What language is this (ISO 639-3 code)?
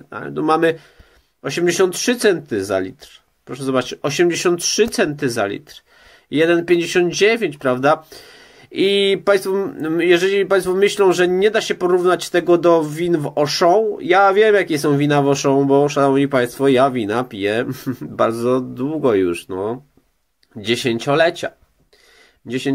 pol